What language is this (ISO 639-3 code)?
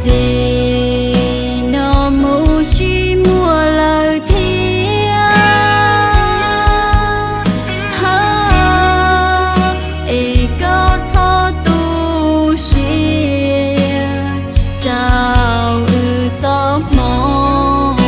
hmn